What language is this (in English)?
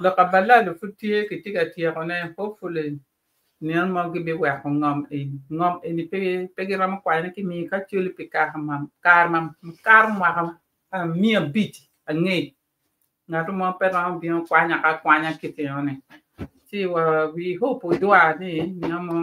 Acoli